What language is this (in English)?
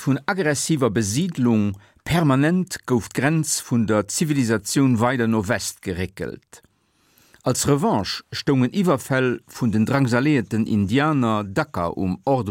Luxembourgish